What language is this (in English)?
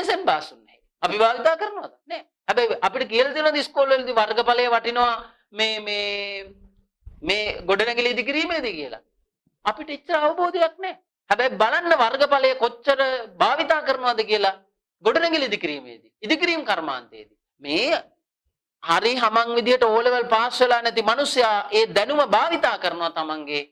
Sinhala